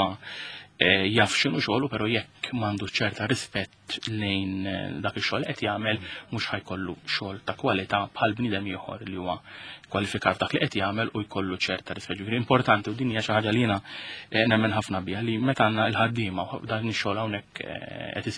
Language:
Maltese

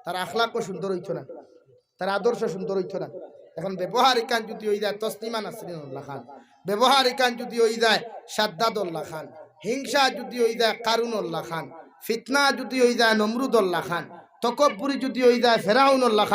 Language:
Sylheti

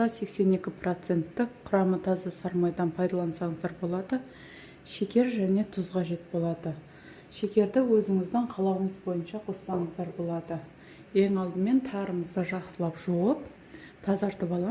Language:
Kazakh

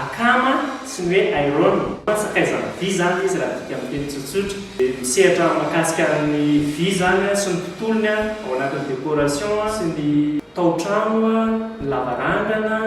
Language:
Malagasy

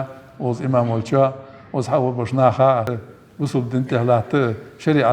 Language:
Ingush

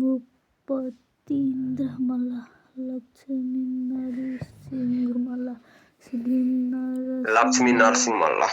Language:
Nepali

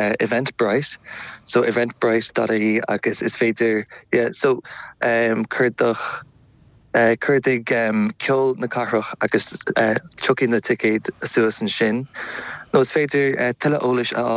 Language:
Irish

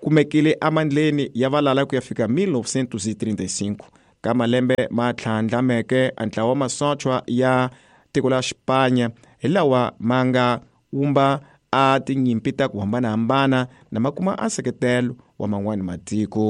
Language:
Tsonga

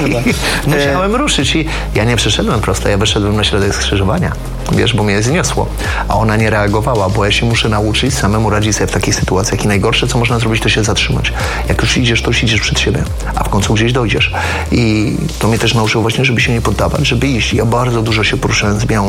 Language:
Polish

